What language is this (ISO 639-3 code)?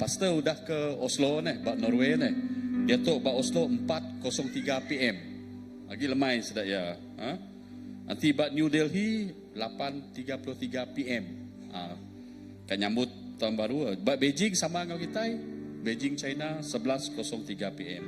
iba